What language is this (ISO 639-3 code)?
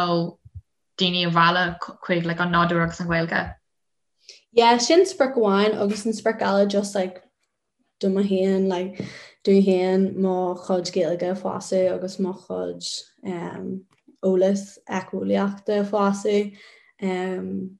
gle